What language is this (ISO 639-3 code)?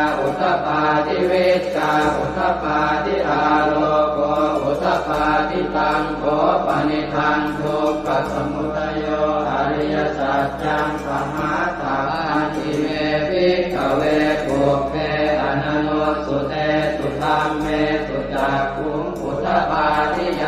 pli